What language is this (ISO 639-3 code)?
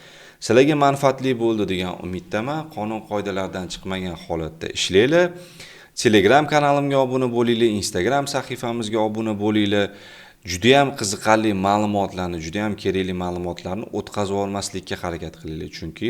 uzb